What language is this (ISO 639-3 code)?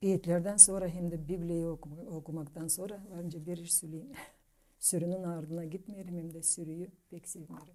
gag